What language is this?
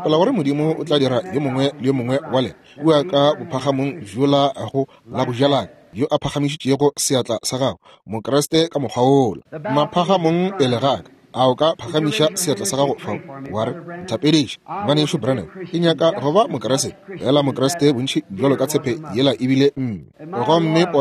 Northern Sotho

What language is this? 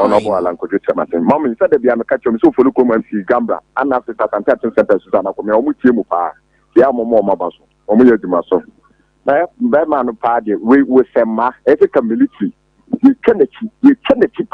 Akan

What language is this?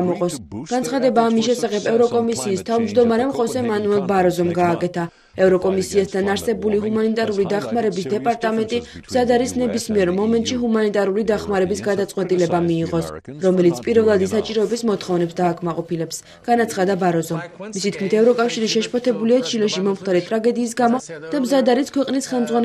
Georgian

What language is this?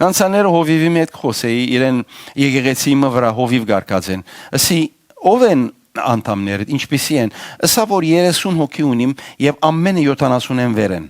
Western Armenian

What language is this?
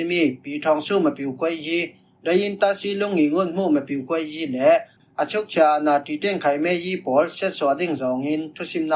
Falam Chin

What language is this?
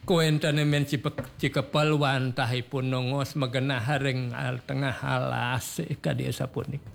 Balinese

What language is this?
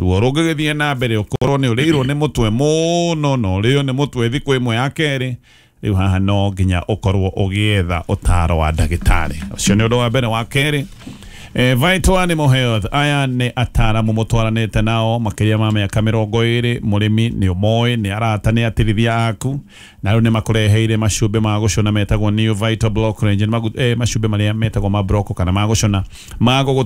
Kikuyu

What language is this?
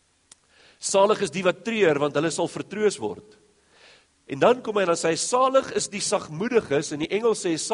Afrikaans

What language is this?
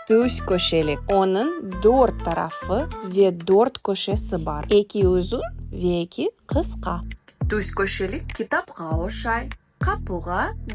Crimean Tatar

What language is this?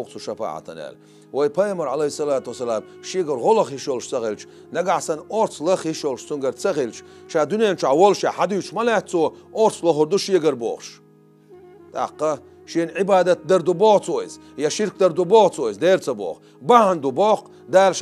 Chechen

